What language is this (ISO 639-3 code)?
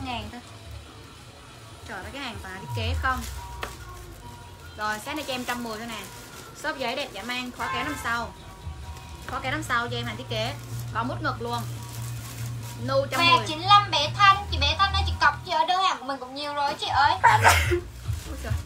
vie